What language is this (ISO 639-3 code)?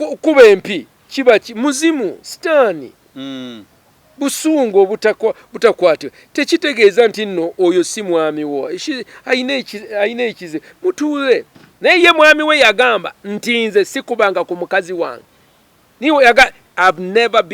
lug